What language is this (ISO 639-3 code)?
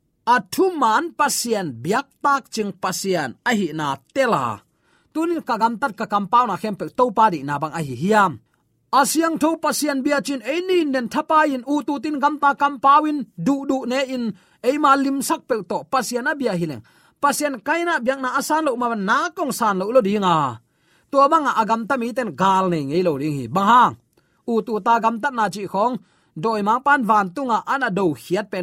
ctd